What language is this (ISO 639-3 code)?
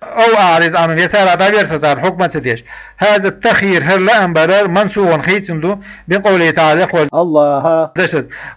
che